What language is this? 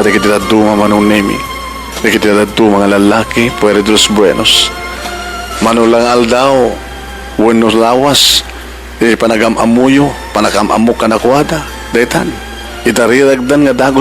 Iloko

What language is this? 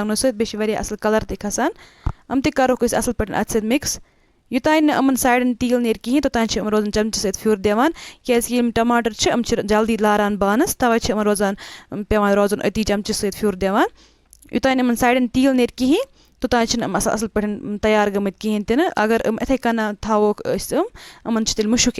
Kashmiri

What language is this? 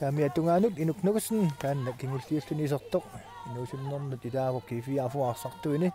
Kalaallisut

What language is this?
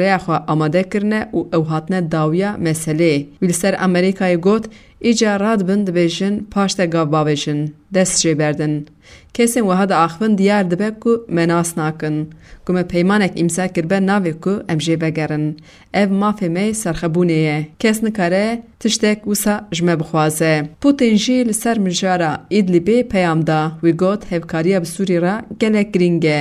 Kurdish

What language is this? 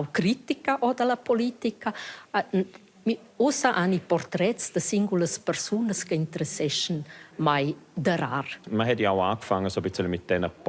Romansh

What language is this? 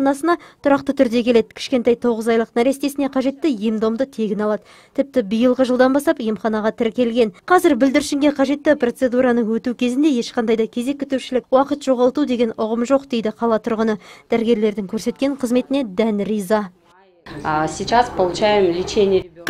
Kazakh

